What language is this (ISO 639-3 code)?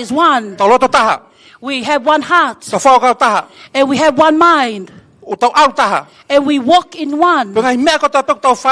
ton